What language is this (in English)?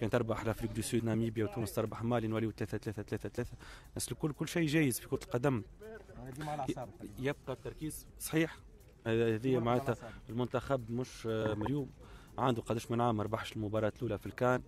Tunisian Arabic